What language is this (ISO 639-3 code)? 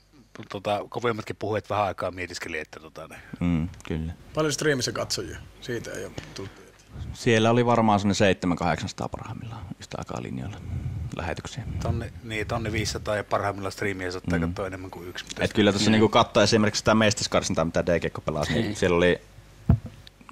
fin